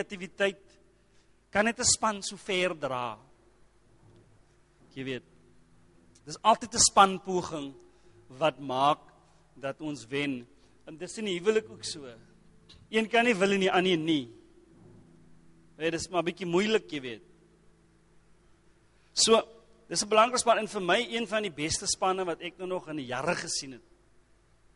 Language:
Afrikaans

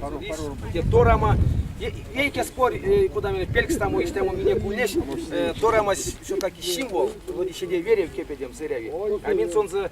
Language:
Erzya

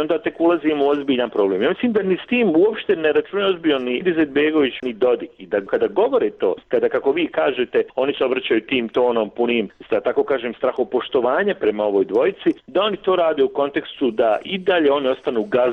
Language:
Bosnian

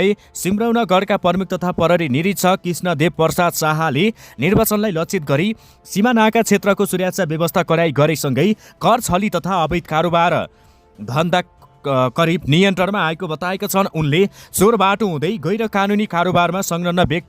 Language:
Nepali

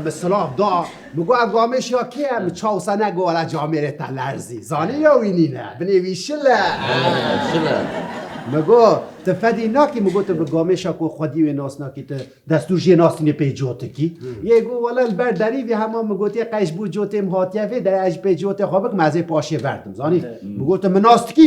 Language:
Kurdish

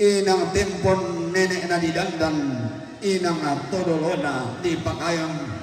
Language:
Toraja-Sa'dan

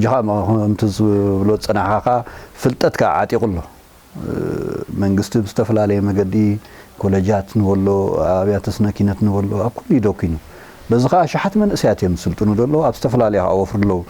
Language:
Tigrinya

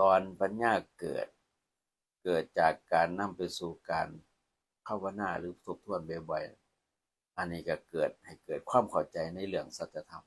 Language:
Lao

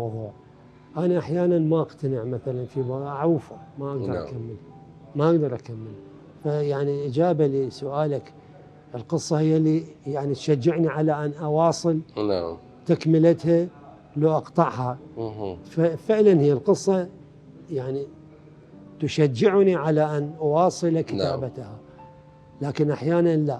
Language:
Mesopotamian Arabic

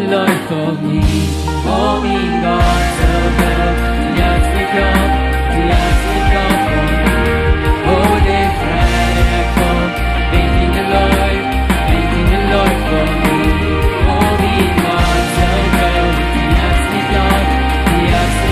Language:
Plautdietsch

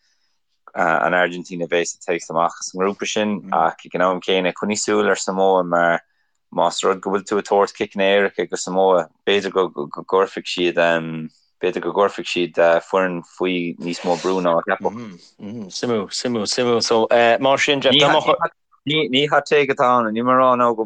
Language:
Irish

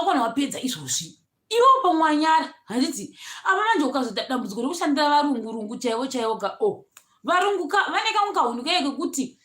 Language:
Shona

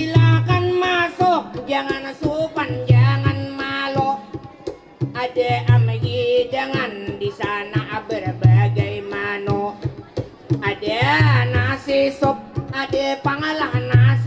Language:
Banjar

